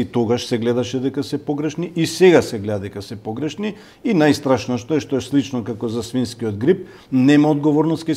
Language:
Macedonian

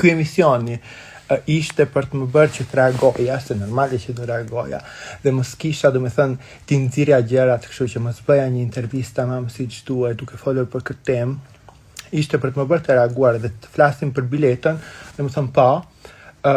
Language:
Albanian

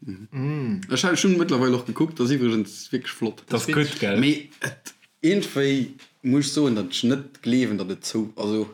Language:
Luxembourgish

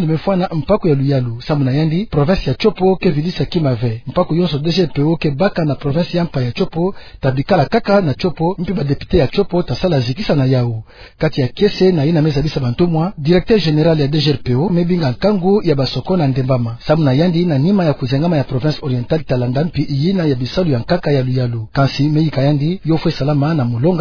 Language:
Kituba (Democratic Republic of Congo)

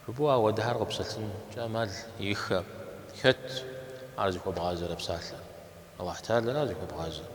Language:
Kabardian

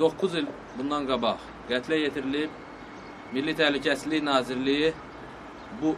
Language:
Azerbaijani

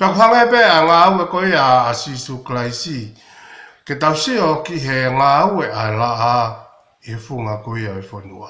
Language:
Tongan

